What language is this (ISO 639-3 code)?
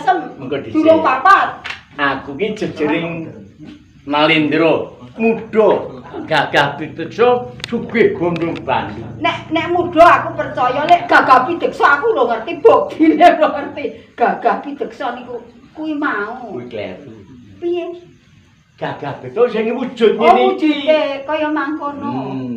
jav